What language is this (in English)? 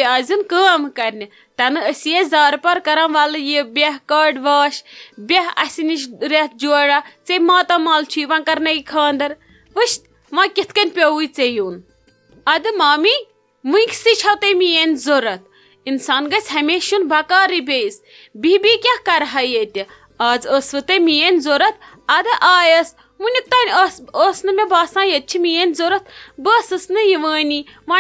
Kashmiri